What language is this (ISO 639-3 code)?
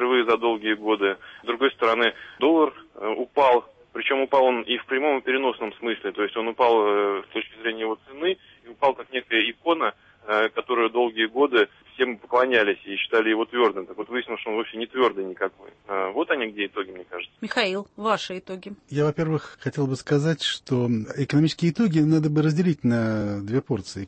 rus